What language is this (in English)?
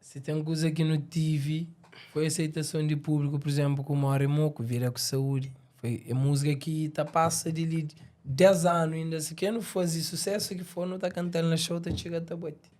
Kabuverdianu